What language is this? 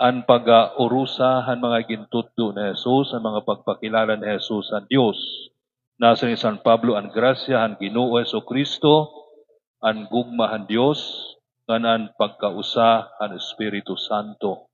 Waray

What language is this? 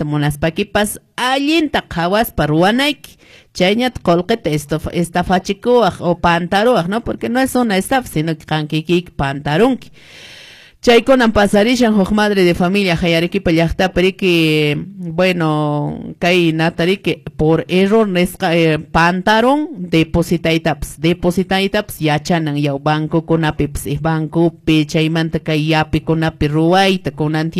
Quechua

